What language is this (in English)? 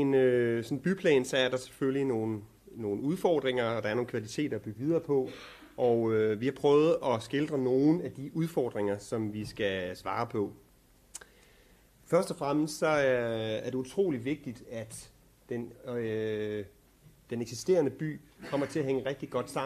Danish